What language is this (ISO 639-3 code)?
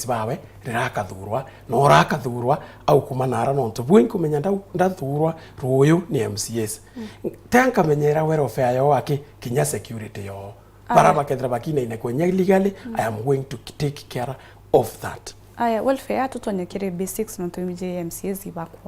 mer